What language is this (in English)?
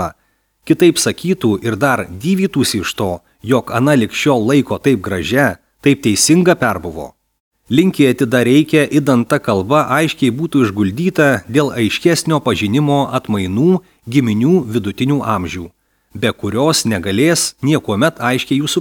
Lithuanian